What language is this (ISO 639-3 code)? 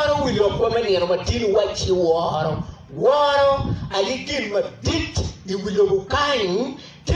ach